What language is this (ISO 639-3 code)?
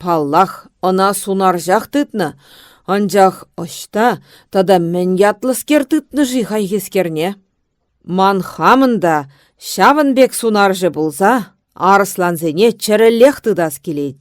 chv